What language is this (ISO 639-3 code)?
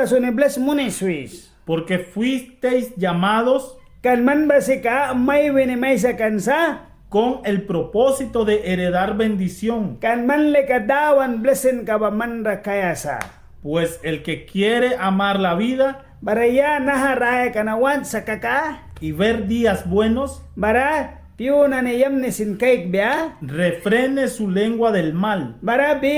miq